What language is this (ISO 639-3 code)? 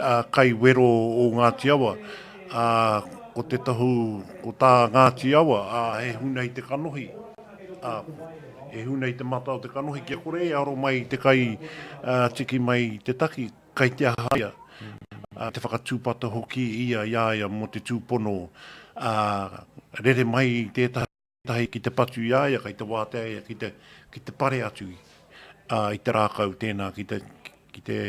mri